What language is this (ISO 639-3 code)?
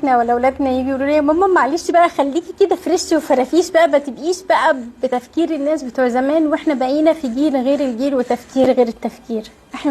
arz